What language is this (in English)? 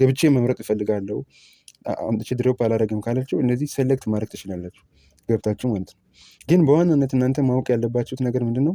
Amharic